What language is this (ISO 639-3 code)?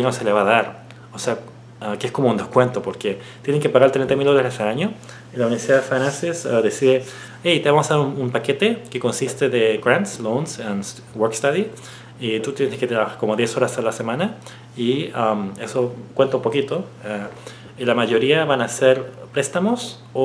spa